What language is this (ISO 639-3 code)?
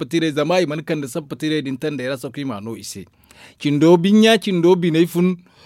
dje